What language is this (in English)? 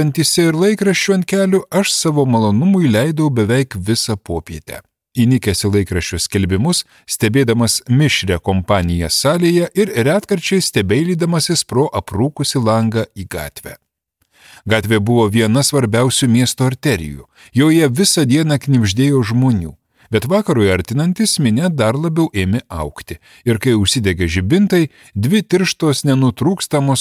Lithuanian